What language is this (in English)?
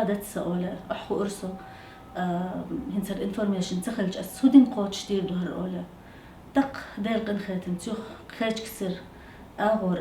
Chechen